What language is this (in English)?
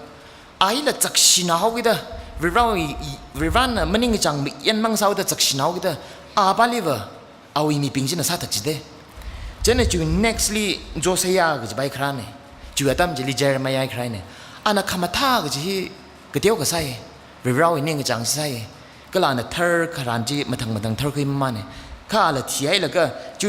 Tangkhul Naga (India)